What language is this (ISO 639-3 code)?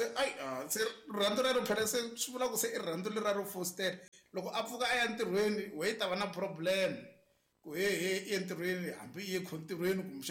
tso